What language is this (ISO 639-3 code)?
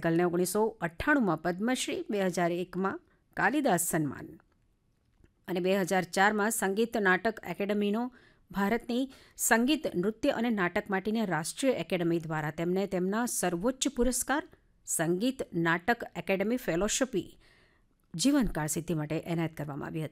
guj